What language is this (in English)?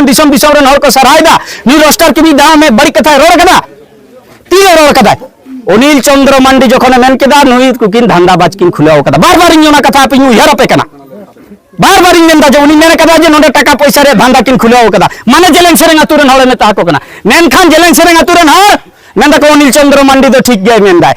Santali